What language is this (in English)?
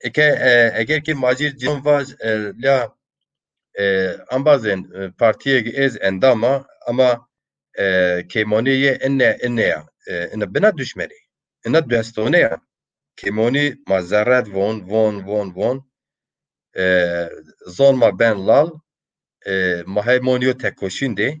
Zaza